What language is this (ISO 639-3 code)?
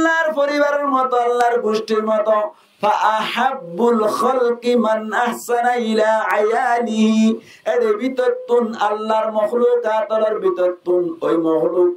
rhg